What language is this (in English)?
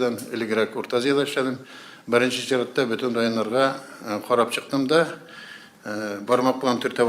Tatar